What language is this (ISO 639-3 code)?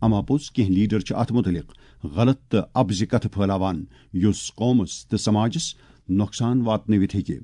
kas